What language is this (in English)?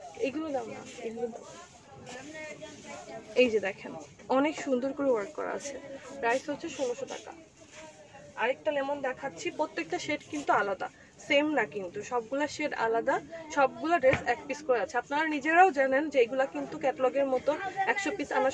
Bangla